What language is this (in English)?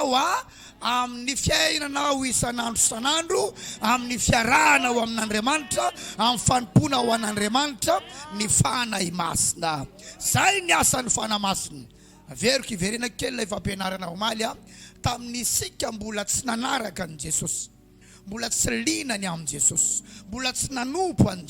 Malagasy